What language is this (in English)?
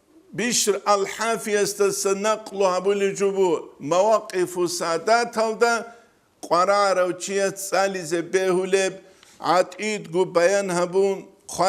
Avaric